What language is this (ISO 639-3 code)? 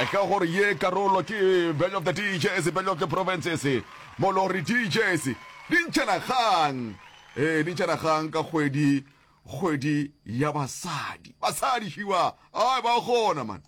nso